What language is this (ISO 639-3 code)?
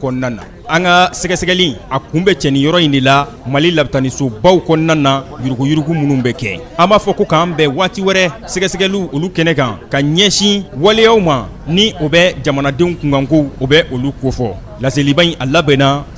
bam